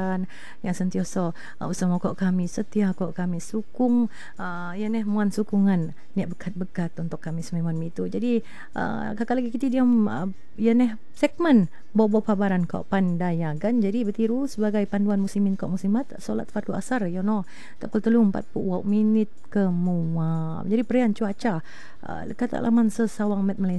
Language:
Malay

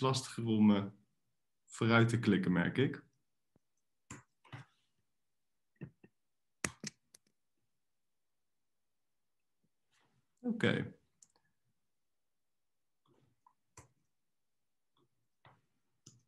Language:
Dutch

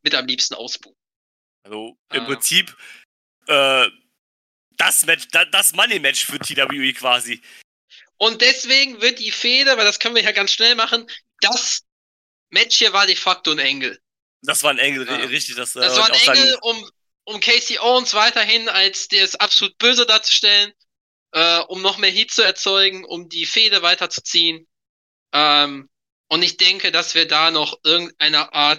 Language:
German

